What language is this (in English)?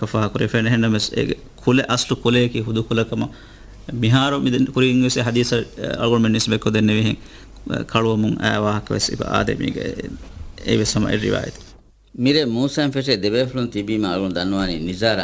Divehi